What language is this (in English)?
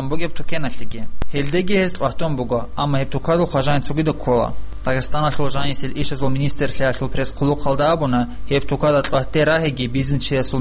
Avaric